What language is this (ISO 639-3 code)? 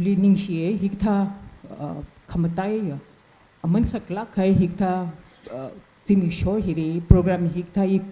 nmf